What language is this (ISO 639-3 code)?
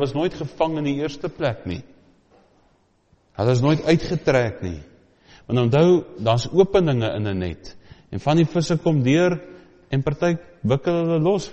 afr